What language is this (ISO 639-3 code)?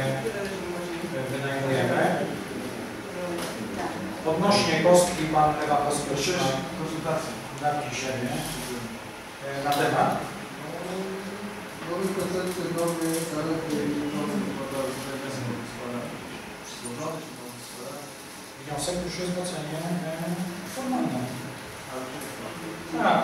pol